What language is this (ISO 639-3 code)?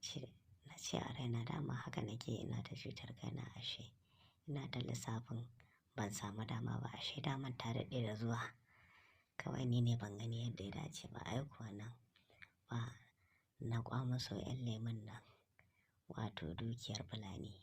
hau